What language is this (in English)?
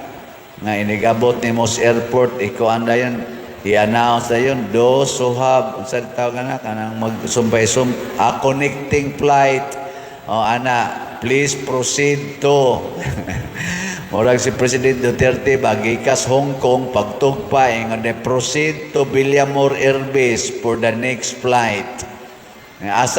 Cebuano